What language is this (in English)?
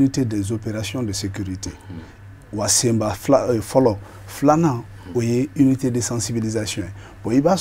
Bambara